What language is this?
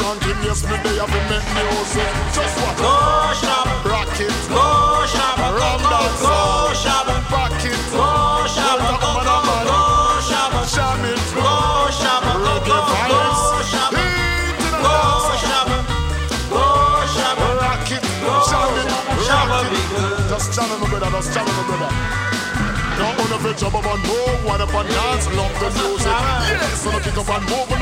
Polish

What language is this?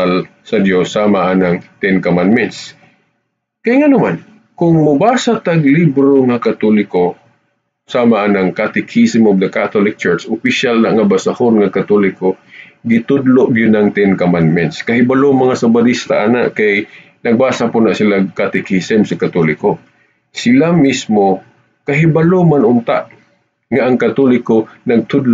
Cebuano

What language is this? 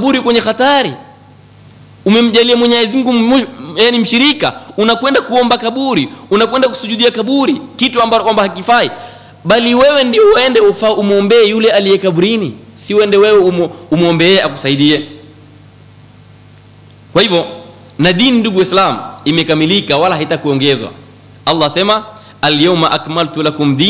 Swahili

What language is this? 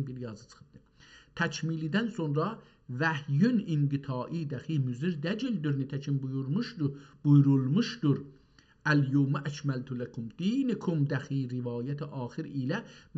South Azerbaijani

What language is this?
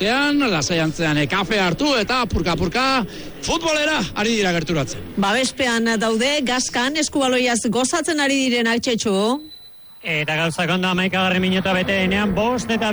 Basque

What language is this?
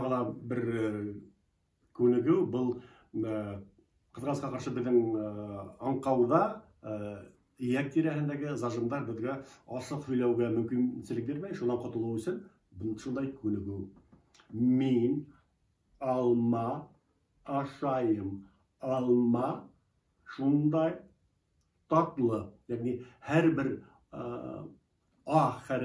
Bashkir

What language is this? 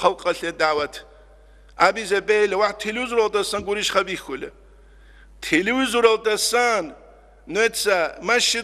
Avaric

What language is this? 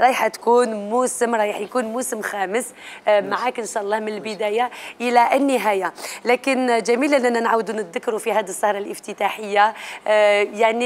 Algerian Arabic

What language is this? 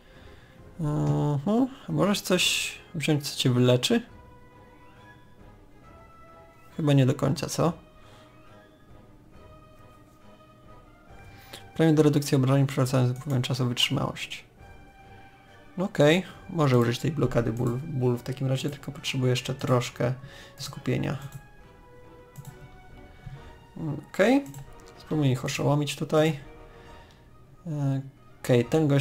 Polish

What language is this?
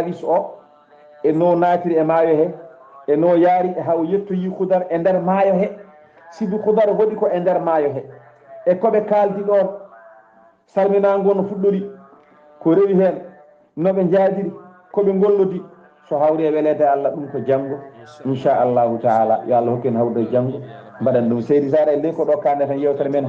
Fula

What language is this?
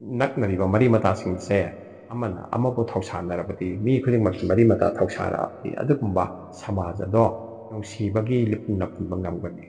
Manipuri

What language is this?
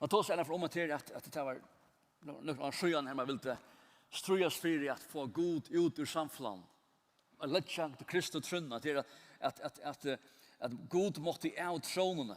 Faroese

